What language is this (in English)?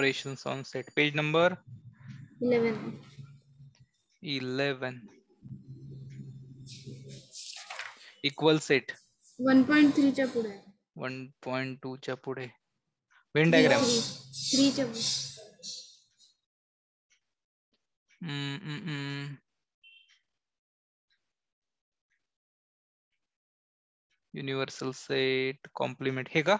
Marathi